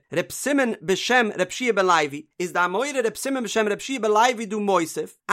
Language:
Yiddish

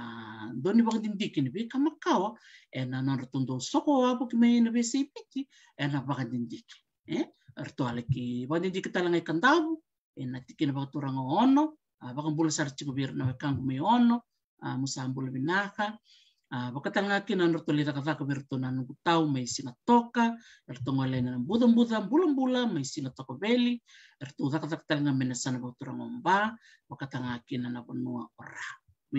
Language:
Fijian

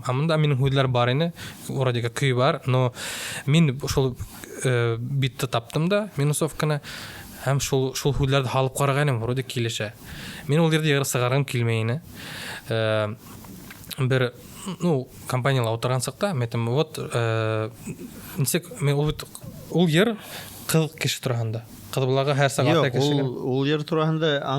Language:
Bashkir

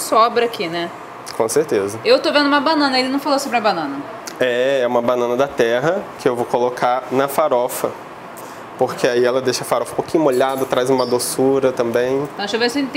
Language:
Portuguese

